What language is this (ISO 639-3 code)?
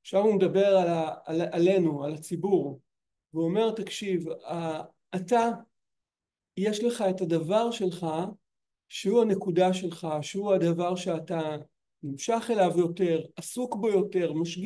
heb